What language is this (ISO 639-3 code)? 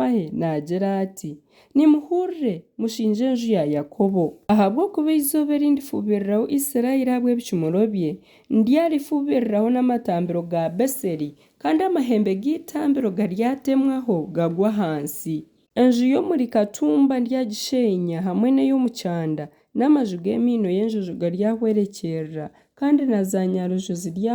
nyn